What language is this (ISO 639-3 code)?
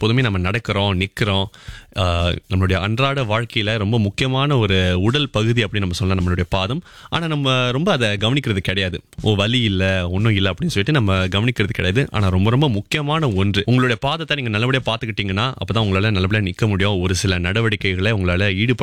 tam